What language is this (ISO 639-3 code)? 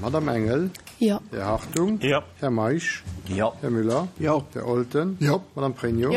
ltz